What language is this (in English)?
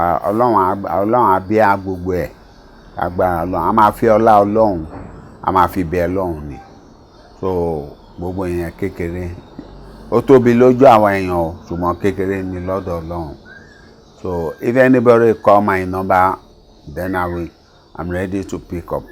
Yoruba